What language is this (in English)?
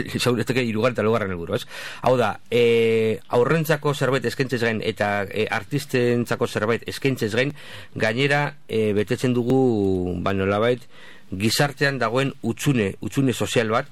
Basque